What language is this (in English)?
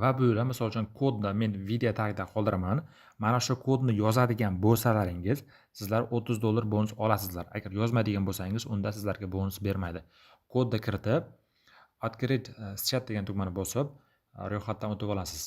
Uzbek